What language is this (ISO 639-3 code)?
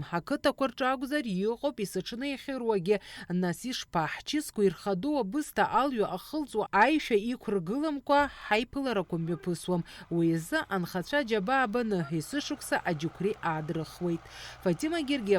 abk